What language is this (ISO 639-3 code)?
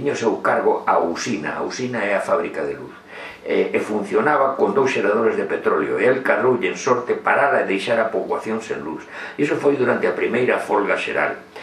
glg